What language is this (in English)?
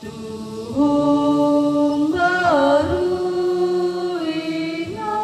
Toraja-Sa'dan